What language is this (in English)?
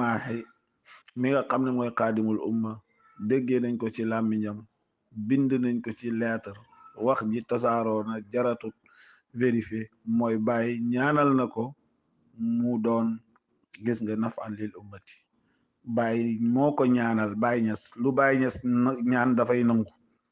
Wolof